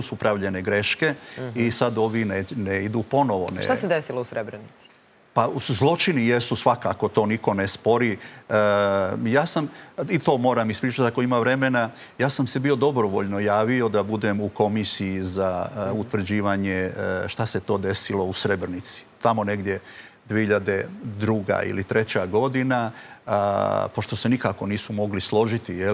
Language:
Serbian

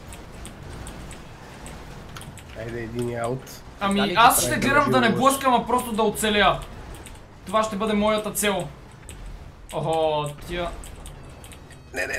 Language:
Bulgarian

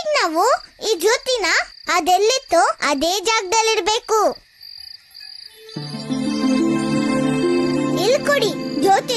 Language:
Kannada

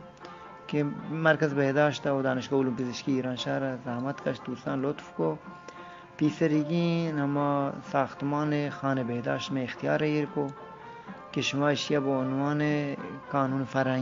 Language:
Eastern Balochi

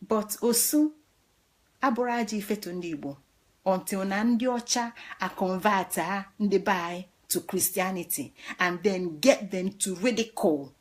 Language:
Igbo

